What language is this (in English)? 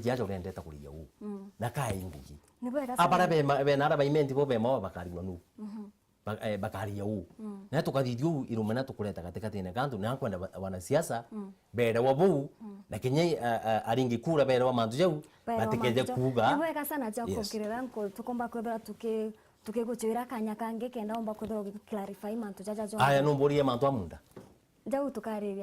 Meru